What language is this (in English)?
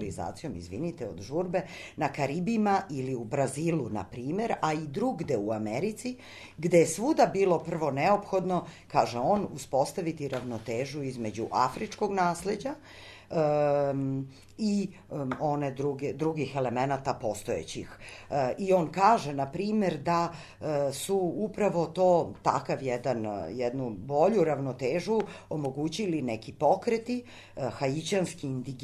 Serbian